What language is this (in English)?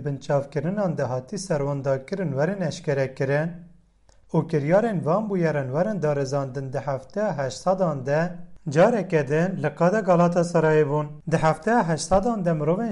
Kurdish